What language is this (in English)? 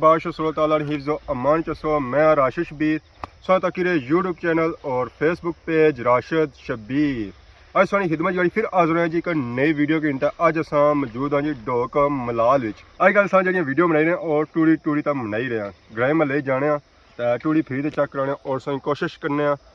Pahari-Potwari